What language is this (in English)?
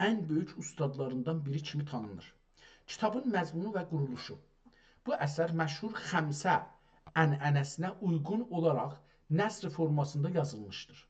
South Azerbaijani